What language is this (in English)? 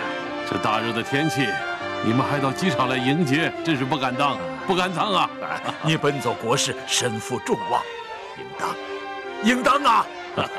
Chinese